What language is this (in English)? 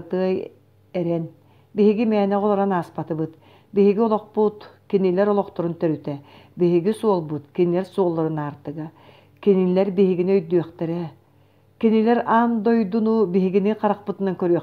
Yakut